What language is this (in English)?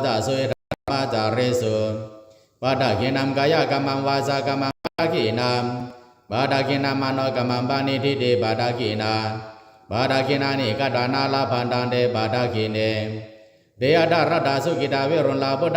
Pali